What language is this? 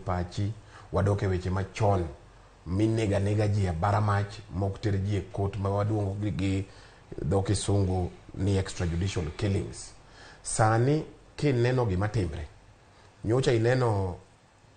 Luo (Kenya and Tanzania)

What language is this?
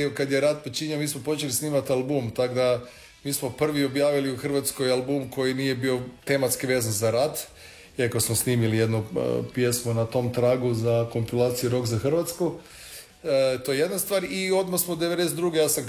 Croatian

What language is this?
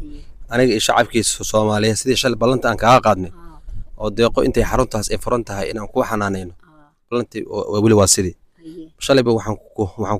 Somali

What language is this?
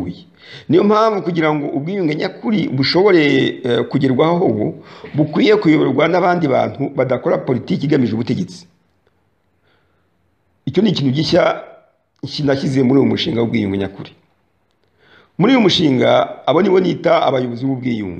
Kinyarwanda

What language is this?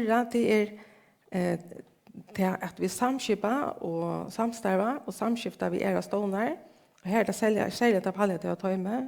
Faroese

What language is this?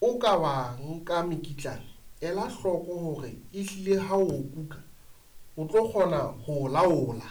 Southern Sotho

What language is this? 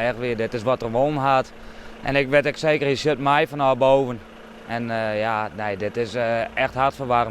Western Frisian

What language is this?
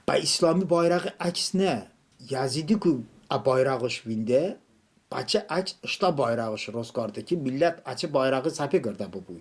Talysh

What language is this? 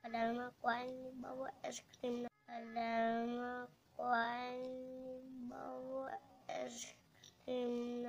Sundanese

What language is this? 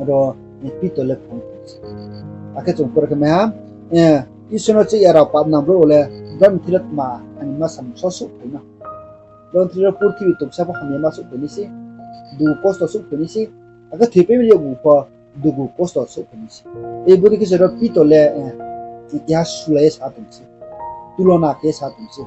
Riang (India)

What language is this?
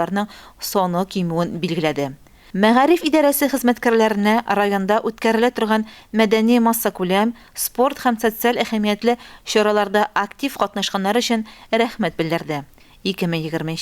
Tatar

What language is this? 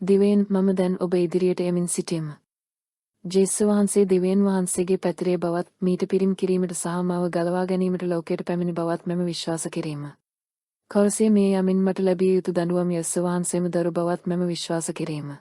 Sinhala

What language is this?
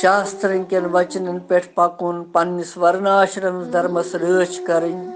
Kashmiri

